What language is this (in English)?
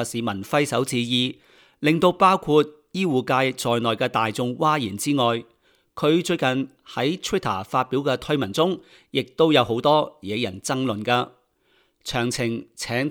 Cantonese